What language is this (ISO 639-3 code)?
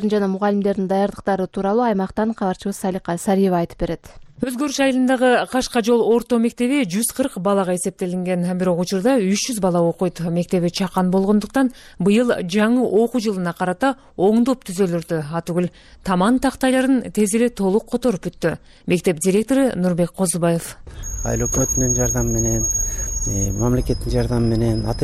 kir